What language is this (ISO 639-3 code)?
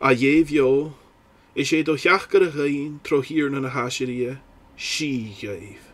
gla